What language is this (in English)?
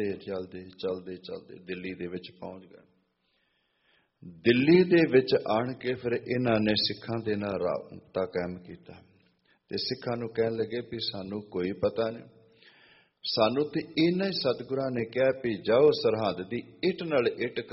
Punjabi